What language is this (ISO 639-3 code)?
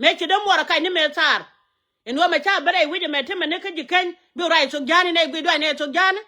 nus